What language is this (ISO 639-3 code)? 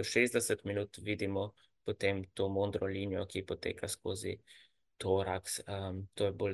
slv